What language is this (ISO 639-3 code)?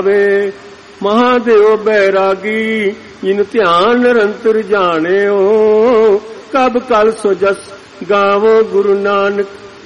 pan